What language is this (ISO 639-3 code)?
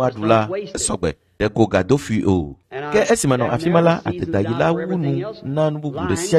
ewe